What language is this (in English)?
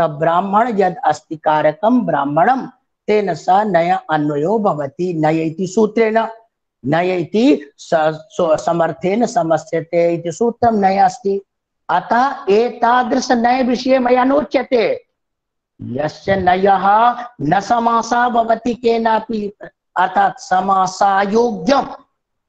Sanskrit